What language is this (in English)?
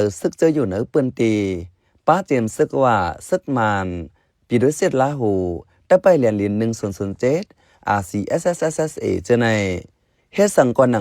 Shan